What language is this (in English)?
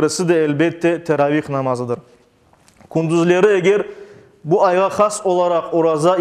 Crimean Tatar